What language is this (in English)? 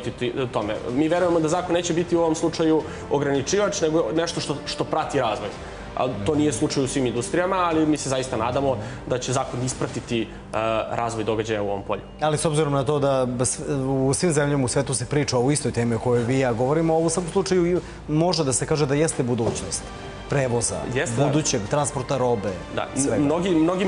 Serbian